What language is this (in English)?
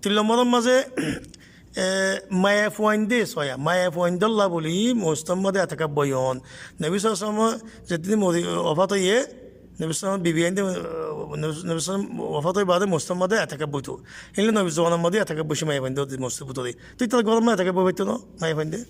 Rohingya